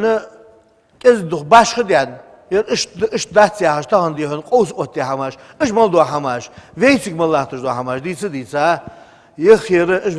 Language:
Ingush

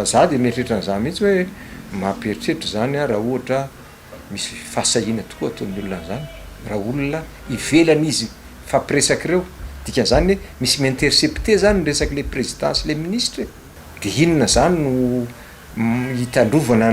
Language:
Malagasy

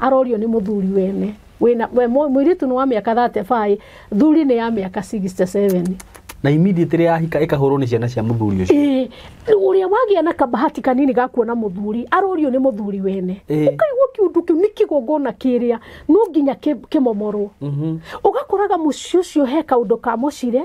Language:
Kikuyu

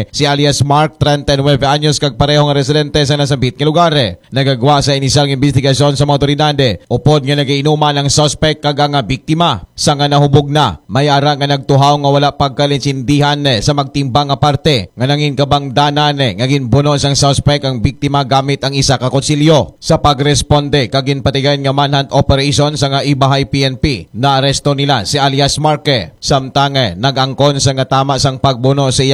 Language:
Hiligaynon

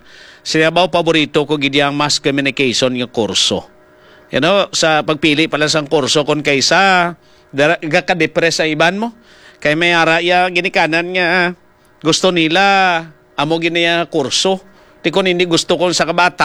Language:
Hiligaynon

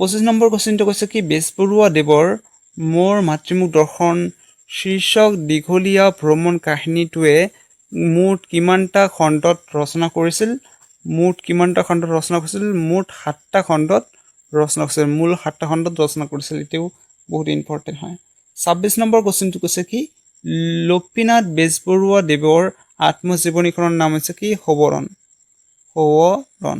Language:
Assamese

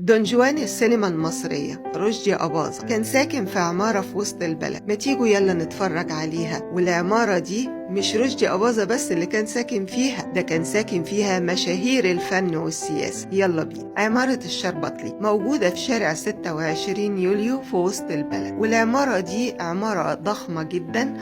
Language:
Egyptian Arabic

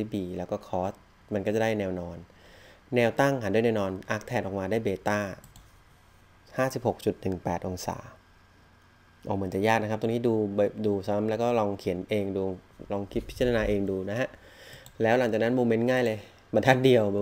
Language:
Thai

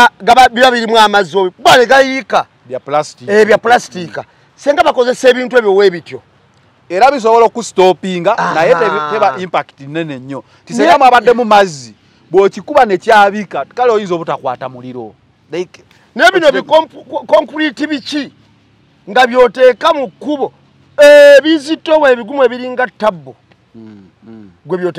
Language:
Ganda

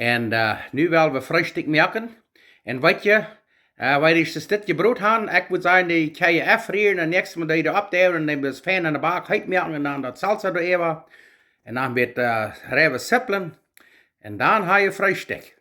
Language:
Plautdietsch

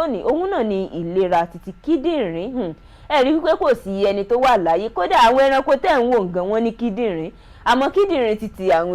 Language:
Yoruba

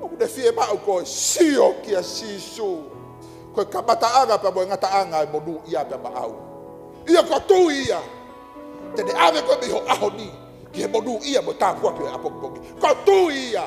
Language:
Tongan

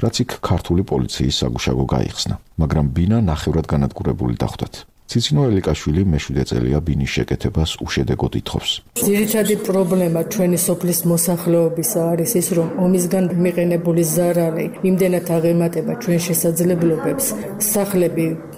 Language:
Georgian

